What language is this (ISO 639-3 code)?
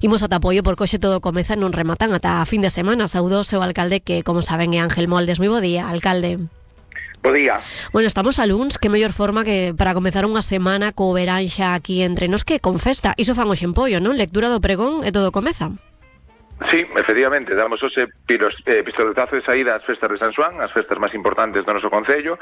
glg